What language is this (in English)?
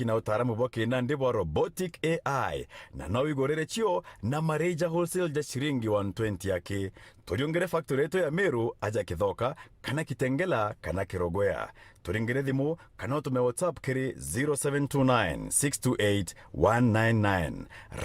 Meru